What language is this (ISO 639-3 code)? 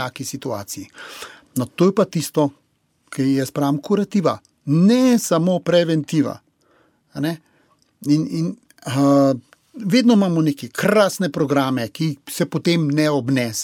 slv